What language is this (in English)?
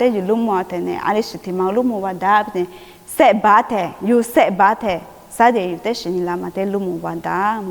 Lisu